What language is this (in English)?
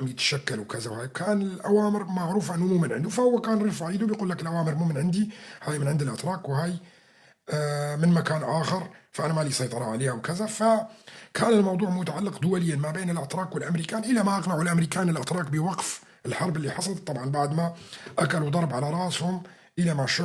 North Levantine Arabic